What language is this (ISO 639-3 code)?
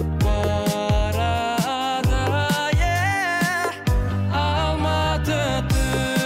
kaz